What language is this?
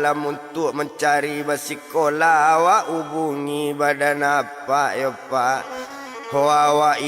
Minangkabau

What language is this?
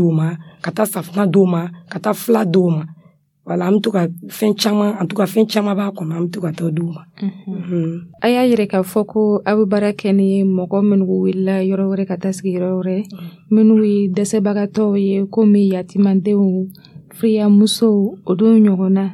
Dyula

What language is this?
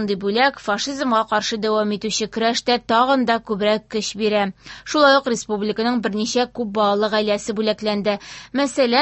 Tatar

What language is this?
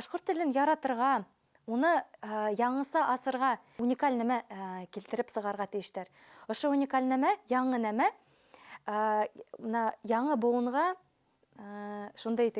Bashkir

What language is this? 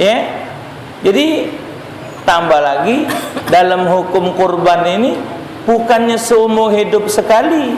Musi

